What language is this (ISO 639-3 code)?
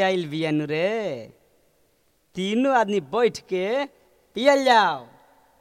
bho